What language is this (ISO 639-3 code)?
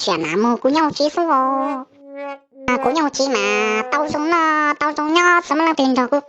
hmn